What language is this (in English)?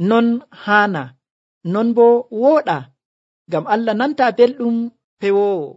Nigerian Fulfulde